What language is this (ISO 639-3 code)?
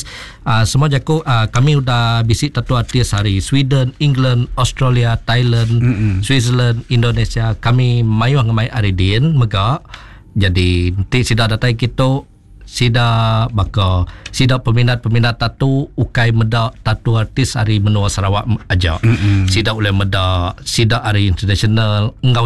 iba